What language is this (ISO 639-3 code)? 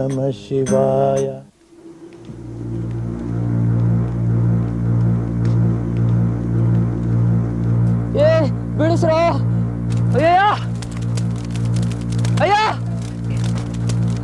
kan